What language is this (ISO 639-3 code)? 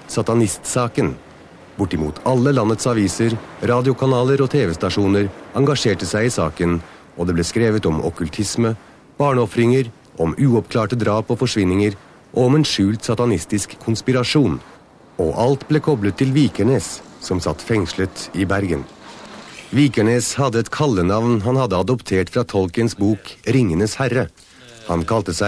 nor